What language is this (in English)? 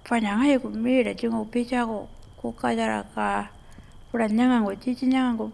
Pitjantjatjara